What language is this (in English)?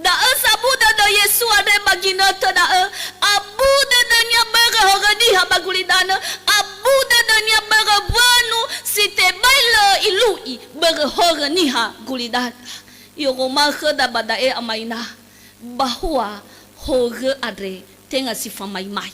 Nias